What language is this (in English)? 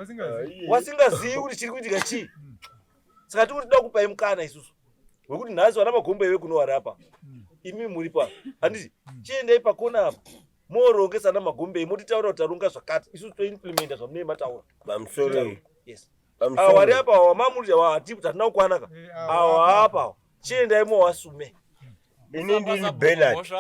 Shona